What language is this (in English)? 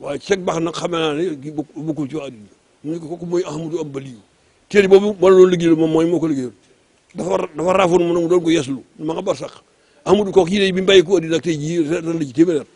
Wolof